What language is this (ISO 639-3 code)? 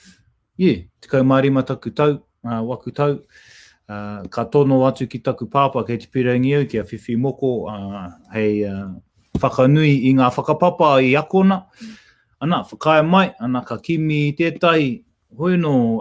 mri